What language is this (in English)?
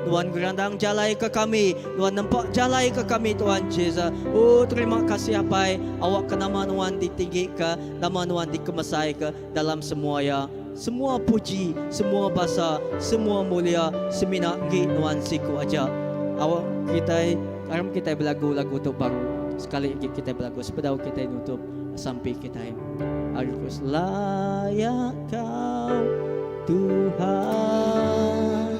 Iban